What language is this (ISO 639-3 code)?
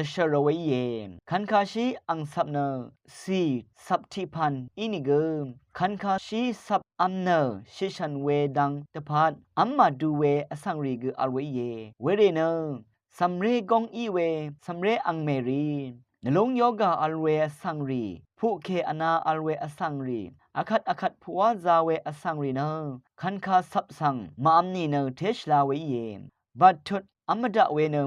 raw